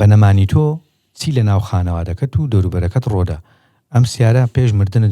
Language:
Central Kurdish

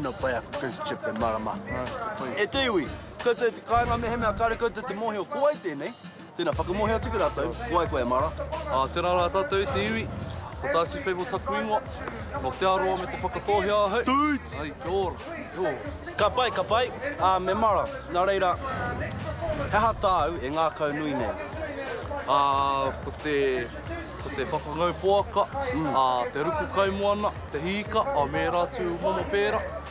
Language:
Māori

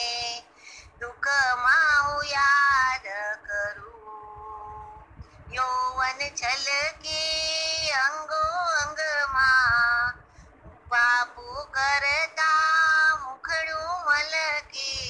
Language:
Gujarati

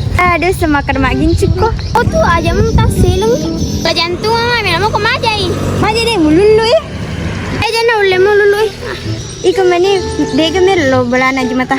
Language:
Buginese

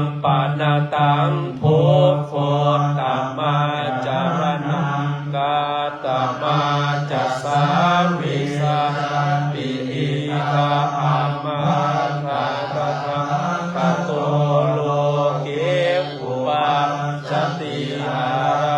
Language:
Pali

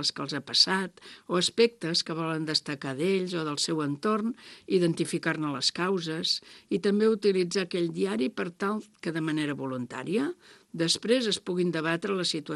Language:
Catalan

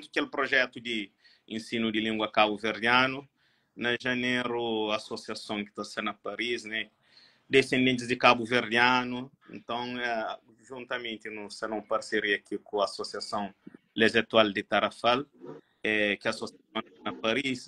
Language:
Kabuverdianu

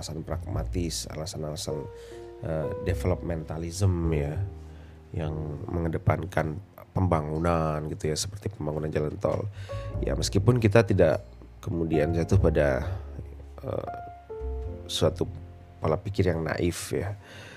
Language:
Indonesian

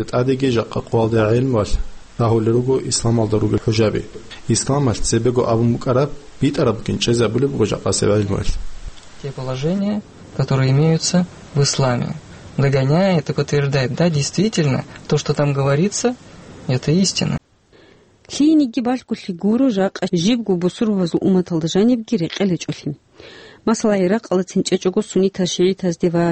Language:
Avaric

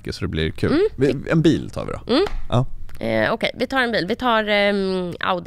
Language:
Swedish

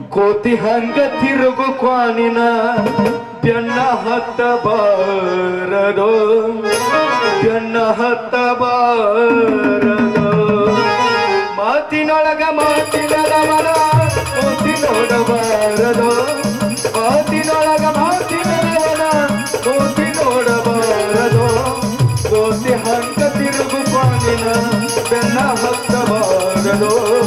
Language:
Kannada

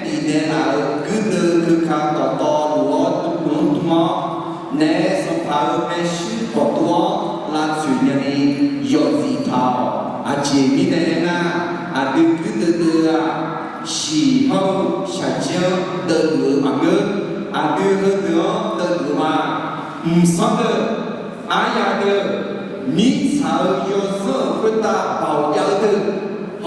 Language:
Akha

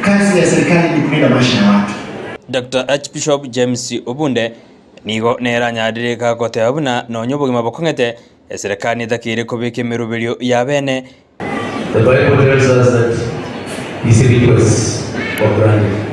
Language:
Gusii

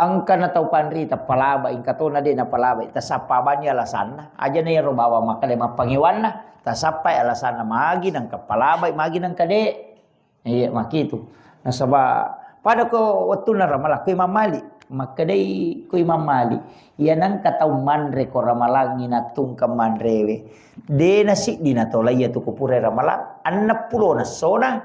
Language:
Buginese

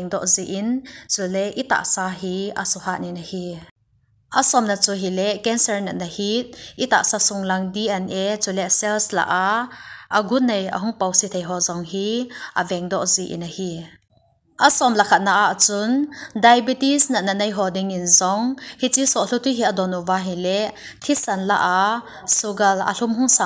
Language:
Thado Chin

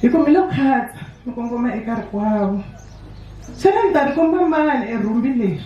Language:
Tsonga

